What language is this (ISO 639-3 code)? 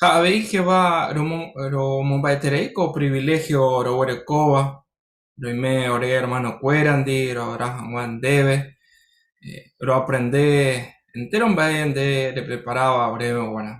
grn